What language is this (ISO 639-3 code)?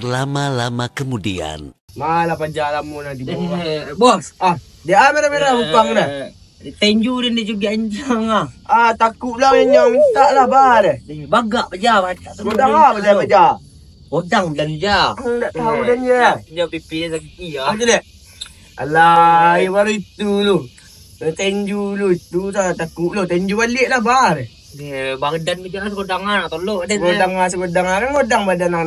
min